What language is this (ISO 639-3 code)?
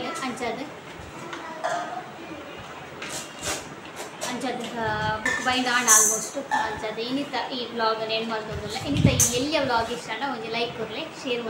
tcy